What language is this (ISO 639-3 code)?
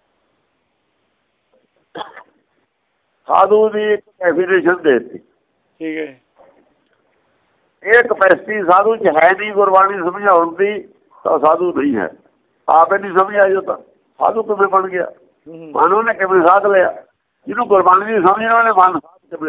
pan